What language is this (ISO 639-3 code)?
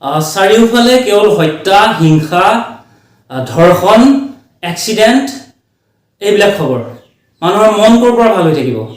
asm